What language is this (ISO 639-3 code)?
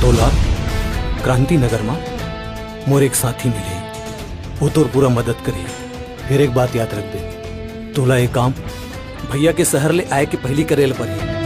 hne